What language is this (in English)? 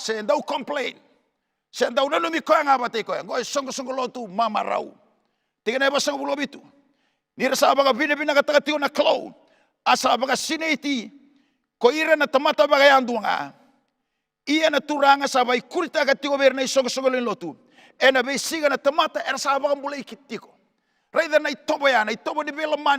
Fijian